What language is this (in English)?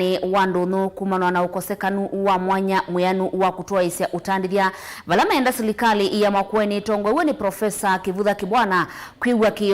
Kamba